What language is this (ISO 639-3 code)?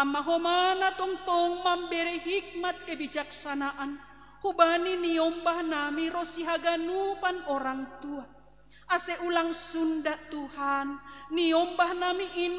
bts